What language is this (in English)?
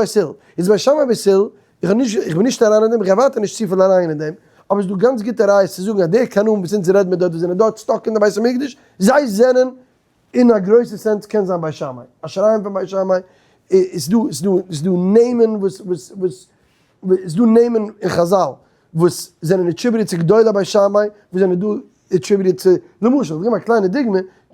Yiddish